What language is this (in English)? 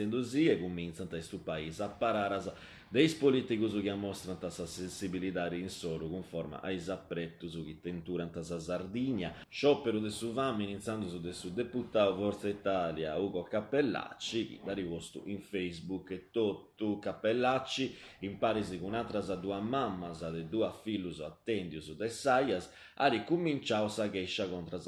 Sardinian